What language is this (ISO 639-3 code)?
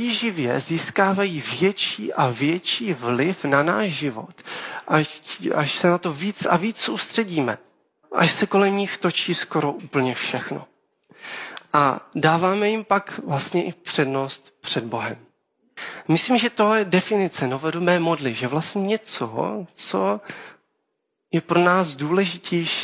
ces